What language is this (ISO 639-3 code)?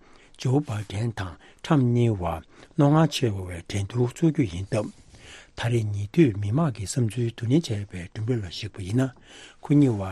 bod